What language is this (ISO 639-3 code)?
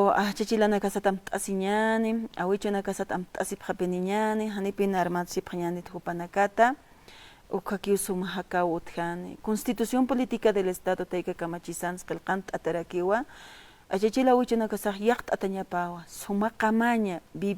aym